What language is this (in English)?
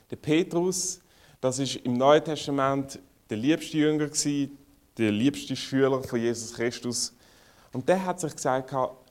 German